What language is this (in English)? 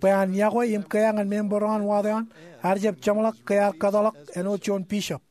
Marshallese